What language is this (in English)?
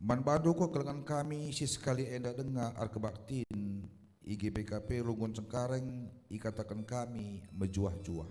Batak Karo